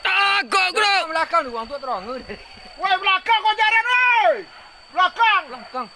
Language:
Minangkabau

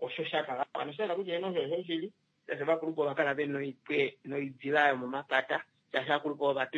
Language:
Kuanyama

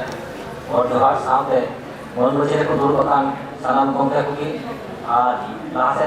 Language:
Santali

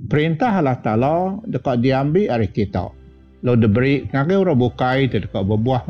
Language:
Iban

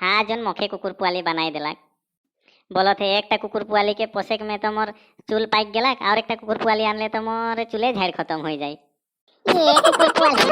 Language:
Sadri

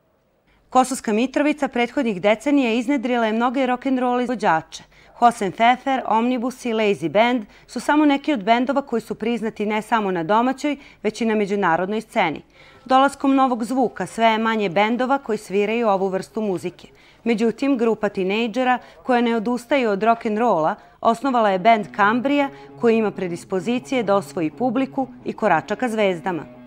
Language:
Serbian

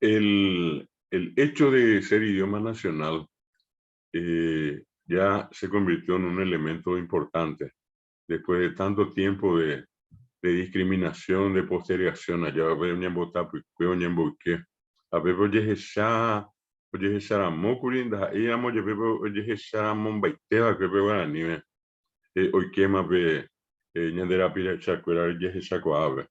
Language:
Guarani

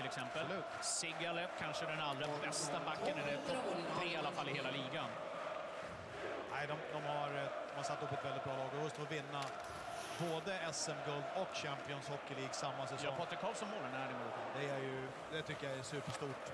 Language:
Swedish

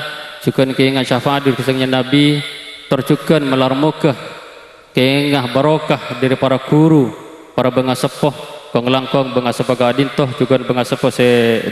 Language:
Madurese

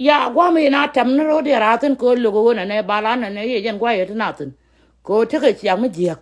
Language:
Nuer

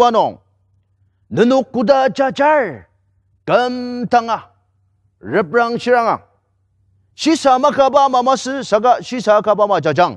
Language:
Ao Naga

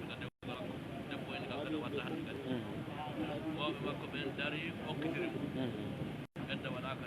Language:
Fula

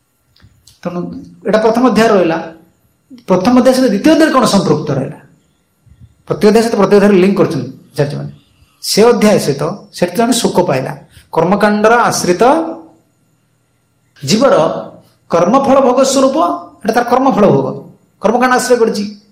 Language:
Odia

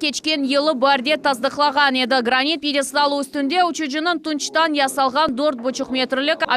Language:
Crimean Tatar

